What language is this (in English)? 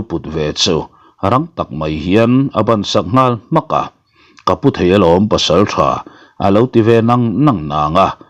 Mizo